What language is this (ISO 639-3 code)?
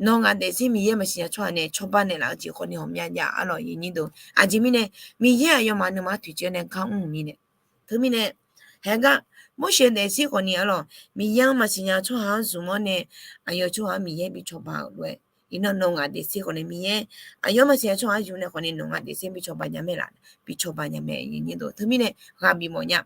ahk